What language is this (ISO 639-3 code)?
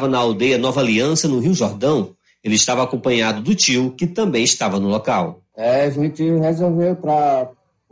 por